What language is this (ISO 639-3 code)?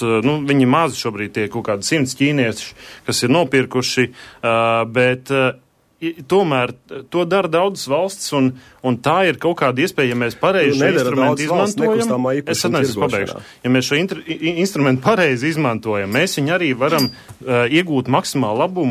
lav